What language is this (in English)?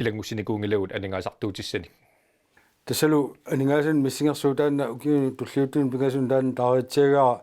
Kalaallisut